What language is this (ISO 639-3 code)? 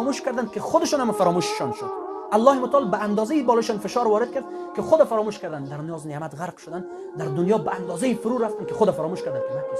fas